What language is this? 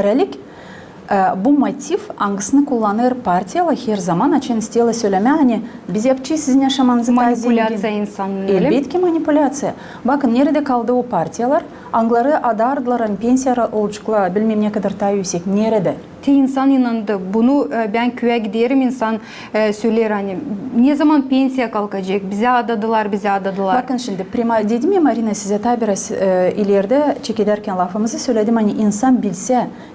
Gagauz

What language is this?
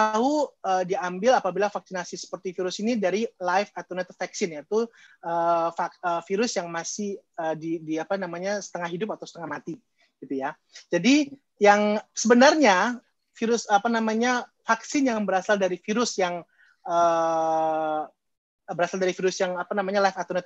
Indonesian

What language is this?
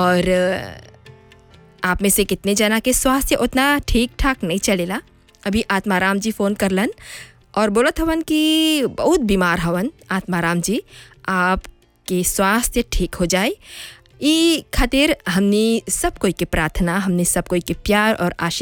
Bhojpuri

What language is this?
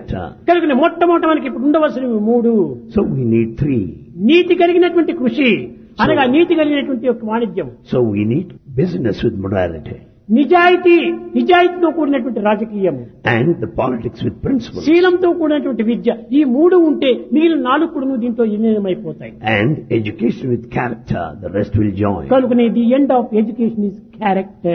Telugu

